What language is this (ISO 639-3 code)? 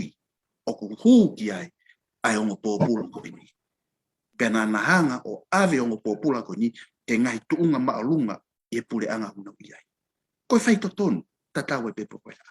ton